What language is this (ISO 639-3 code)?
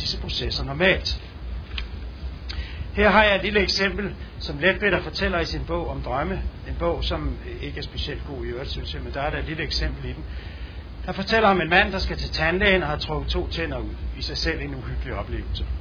dan